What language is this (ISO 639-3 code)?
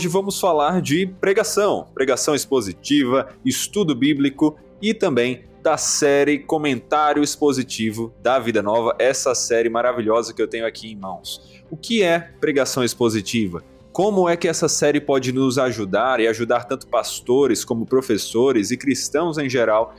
por